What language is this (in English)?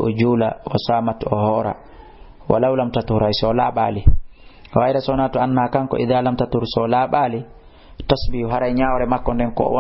Fula